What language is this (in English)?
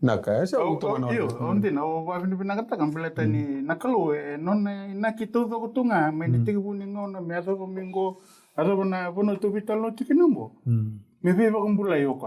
Fijian